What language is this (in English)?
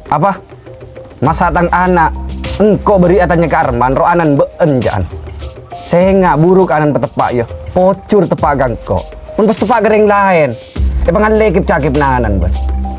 Madurese